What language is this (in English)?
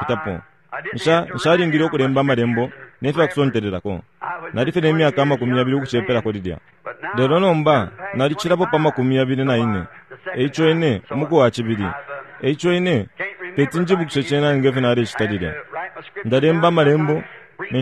Bemba